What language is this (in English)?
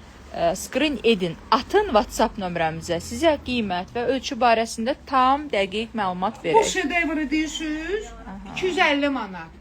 Azerbaijani